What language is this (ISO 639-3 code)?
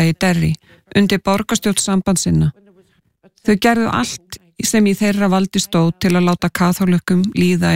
isl